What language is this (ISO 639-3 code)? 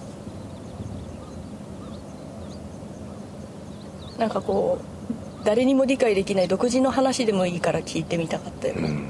jpn